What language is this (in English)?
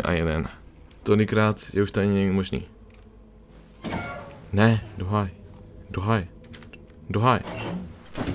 Czech